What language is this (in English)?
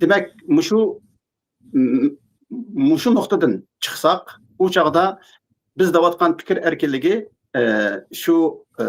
Uyghur